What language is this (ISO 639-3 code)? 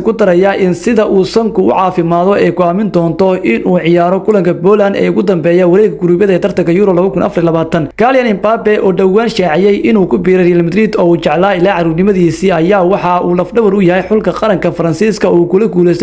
som